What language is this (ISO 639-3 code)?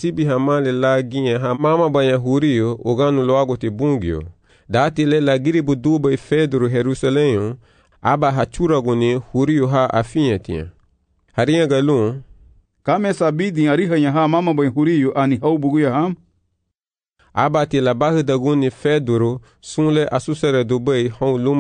cab